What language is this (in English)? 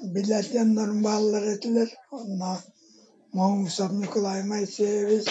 Yakut